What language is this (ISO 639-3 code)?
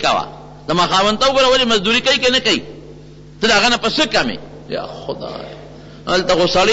pus